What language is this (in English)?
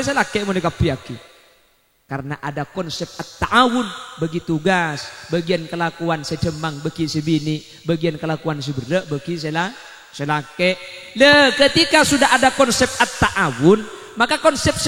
Madurese